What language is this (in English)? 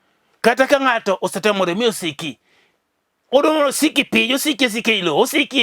Luo (Kenya and Tanzania)